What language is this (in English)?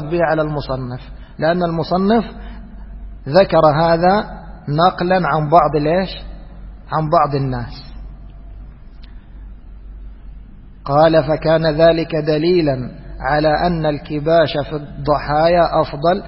Arabic